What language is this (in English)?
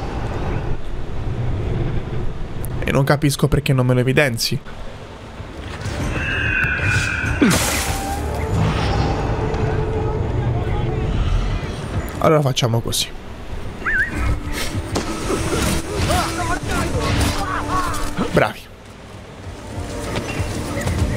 Italian